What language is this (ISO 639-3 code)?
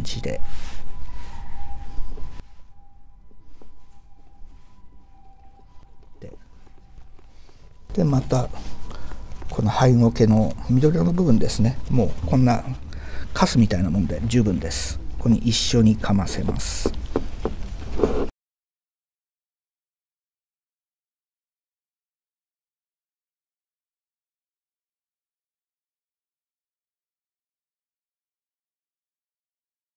jpn